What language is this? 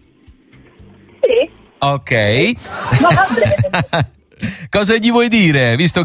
Italian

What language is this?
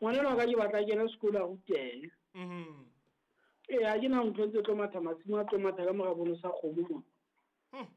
Southern Sotho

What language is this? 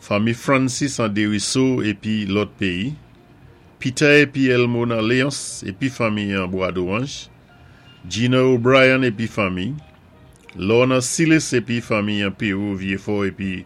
Saint Lucian Creole French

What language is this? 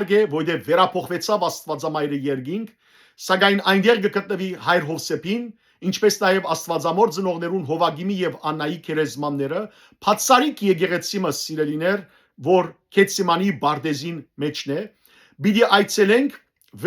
Western Armenian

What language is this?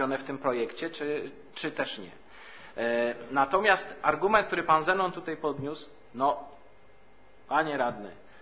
Polish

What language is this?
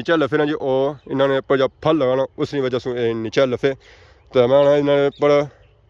Pahari-Potwari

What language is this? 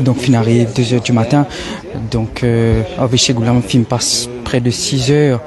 Morisyen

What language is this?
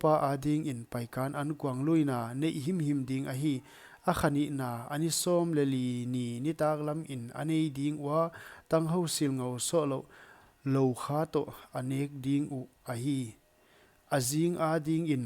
Paite Chin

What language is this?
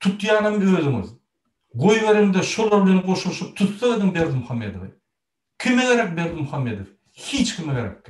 Turkmen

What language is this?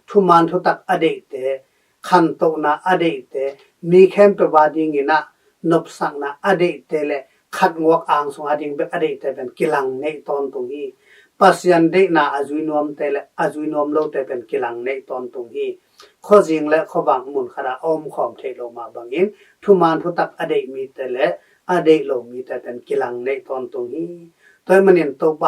Tedim Chin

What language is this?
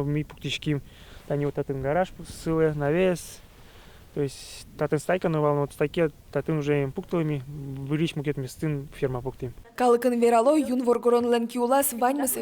Udmurt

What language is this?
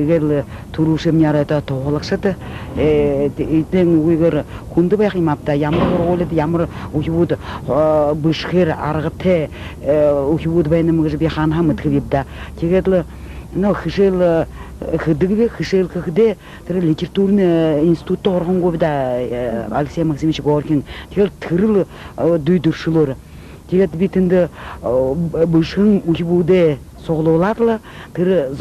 Buriat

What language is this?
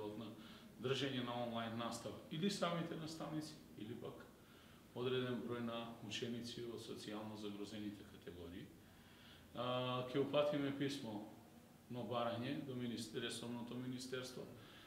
Macedonian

